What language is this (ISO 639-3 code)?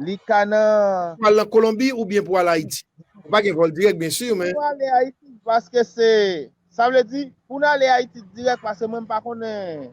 hat